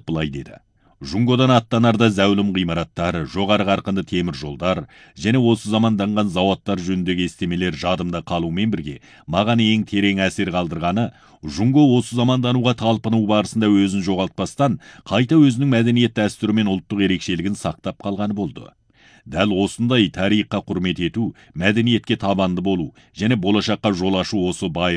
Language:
Kazakh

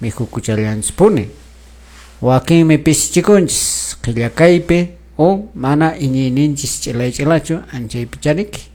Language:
Quechua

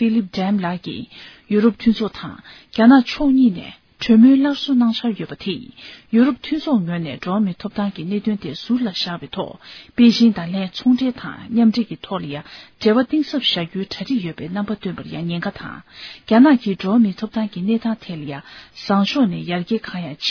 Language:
Tibetan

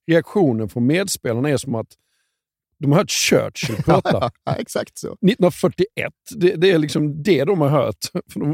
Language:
Swedish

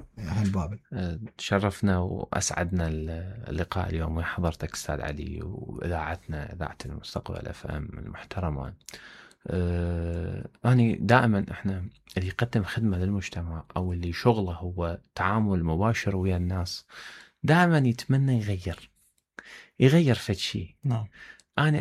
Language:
Mesopotamian Arabic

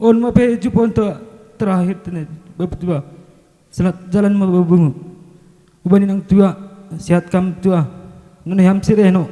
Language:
Batak Simalungun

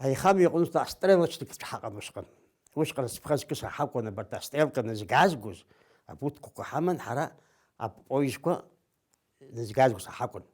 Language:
Abkhazian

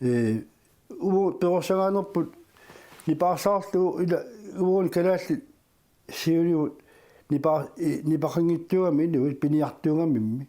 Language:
Kalaallisut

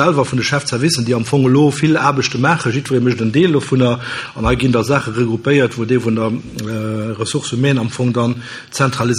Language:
Luxembourgish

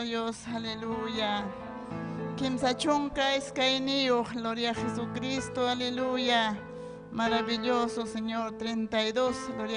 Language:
Ayacucho Quechua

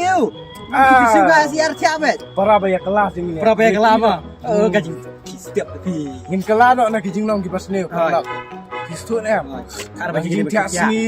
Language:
Khasi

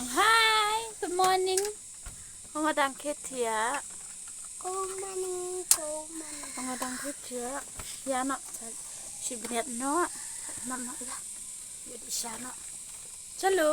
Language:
Khasi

